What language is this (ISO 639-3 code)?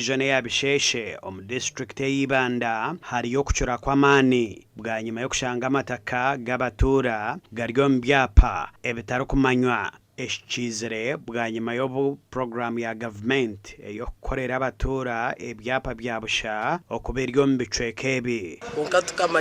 nyn